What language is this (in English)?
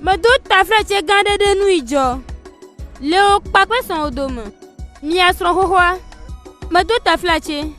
Gen